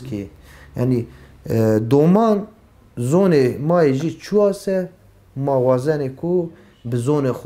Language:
Zaza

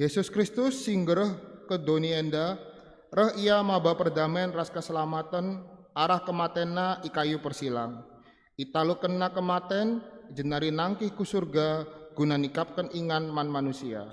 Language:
Batak Karo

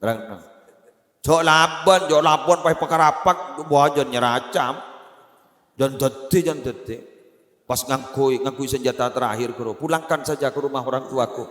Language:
Madurese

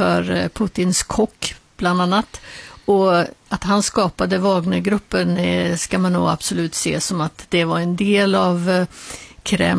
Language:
Swedish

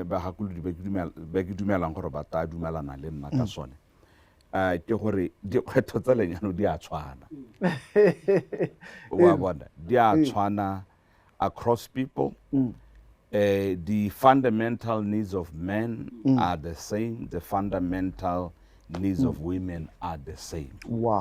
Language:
Tswana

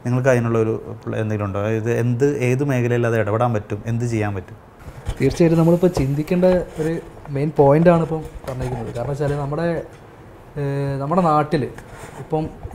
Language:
Malayalam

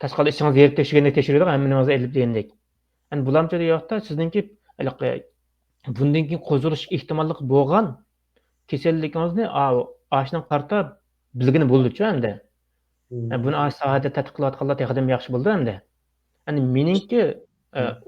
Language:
Uyghur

